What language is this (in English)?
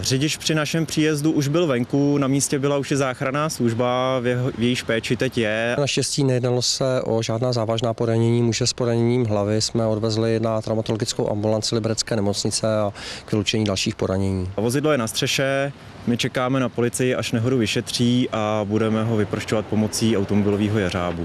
Czech